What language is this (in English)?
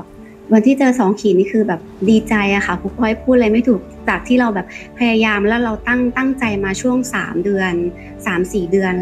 Thai